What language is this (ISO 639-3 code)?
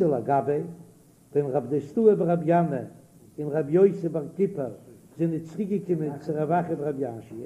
yid